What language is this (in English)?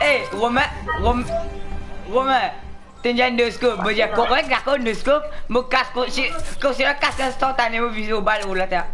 Morisyen